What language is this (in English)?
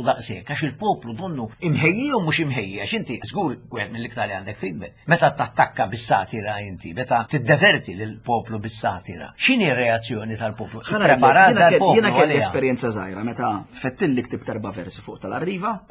Maltese